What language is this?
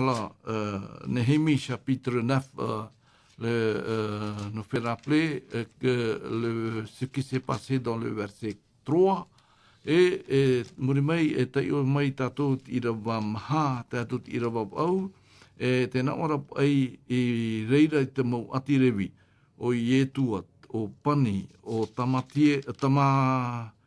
Tahitian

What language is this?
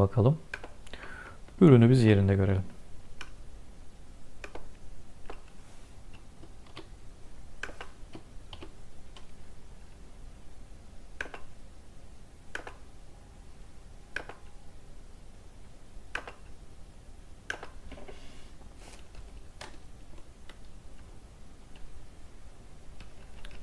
Turkish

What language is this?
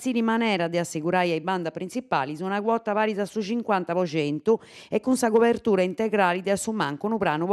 Sardinian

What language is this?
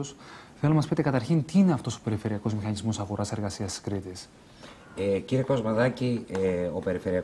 Greek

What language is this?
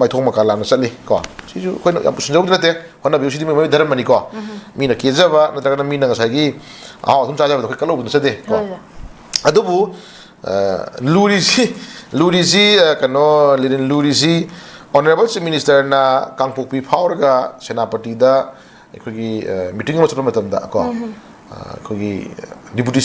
Manipuri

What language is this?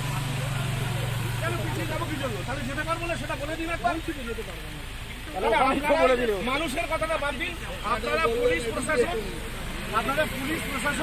Bangla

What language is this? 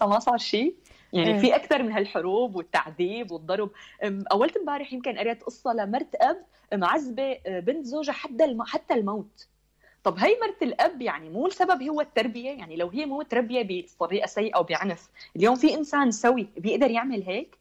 North Levantine Arabic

